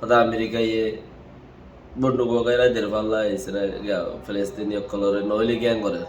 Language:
Rohingya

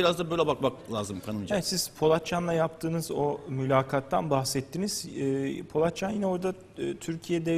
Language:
Turkish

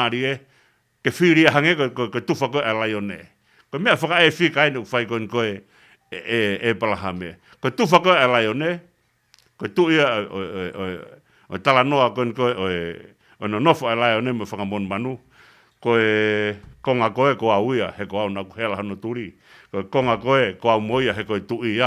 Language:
Tongan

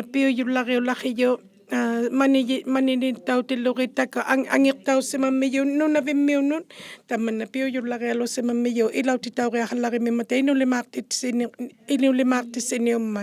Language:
Inuktitut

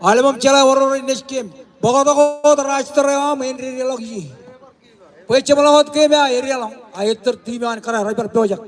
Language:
Marshallese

